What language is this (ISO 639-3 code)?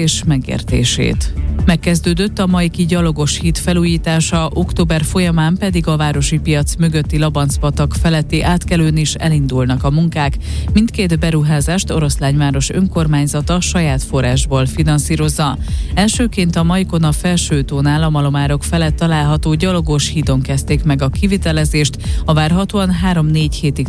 hun